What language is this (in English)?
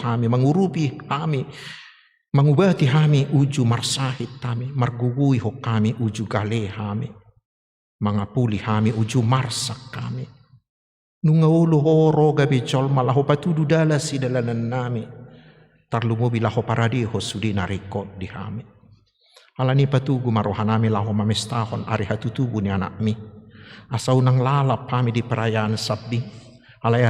Batak Toba